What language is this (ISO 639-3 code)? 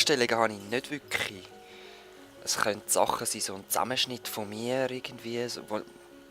gsw